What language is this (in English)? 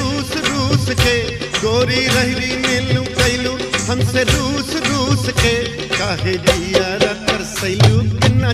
Bhojpuri